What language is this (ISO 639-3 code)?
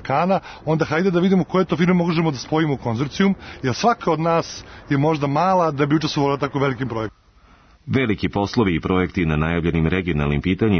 srp